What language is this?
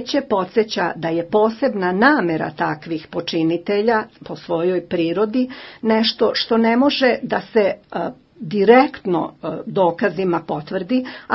Bosnian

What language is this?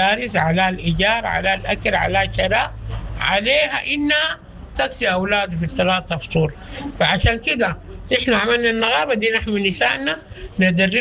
Sudanese Arabic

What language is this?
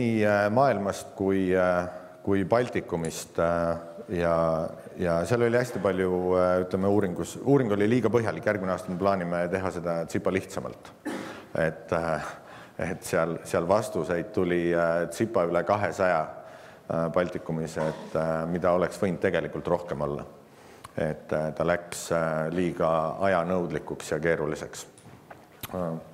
Estonian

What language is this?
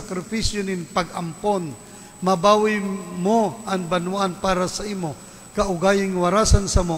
Bikol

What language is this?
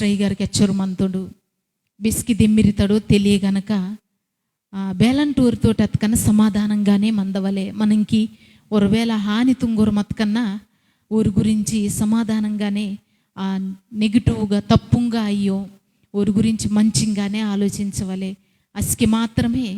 Koya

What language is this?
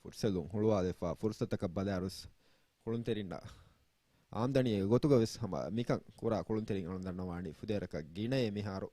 Divehi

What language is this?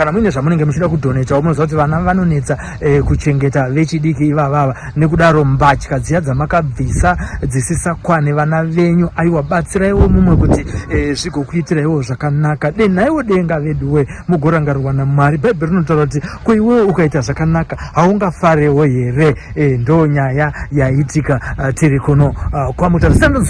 Shona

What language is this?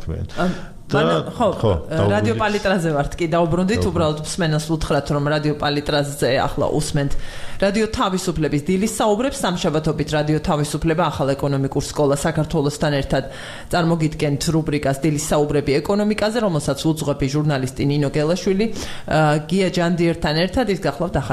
Georgian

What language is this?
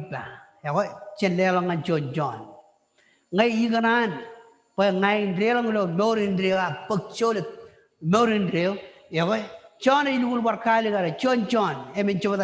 Marshallese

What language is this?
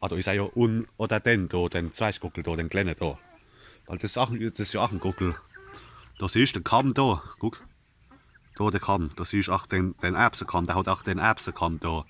Palatine German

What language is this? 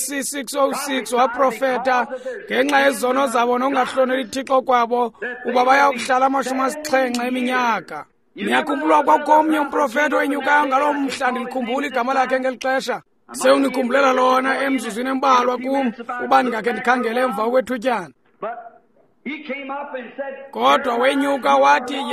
Xhosa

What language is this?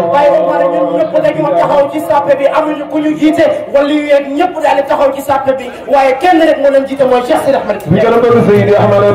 Wolof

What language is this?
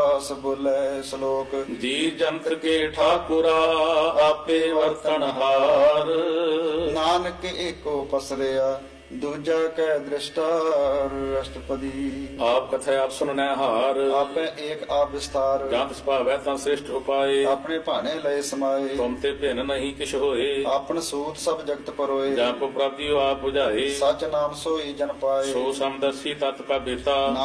Punjabi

